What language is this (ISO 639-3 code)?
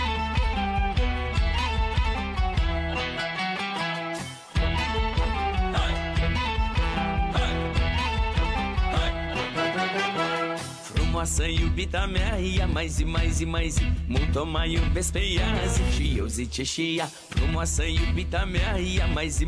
ron